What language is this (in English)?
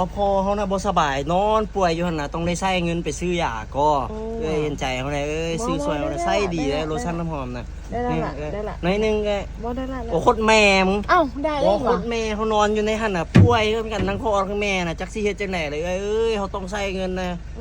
Lao